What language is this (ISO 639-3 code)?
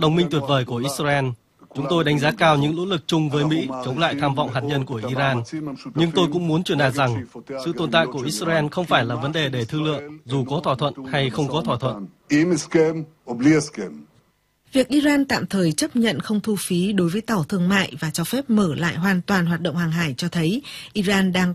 vie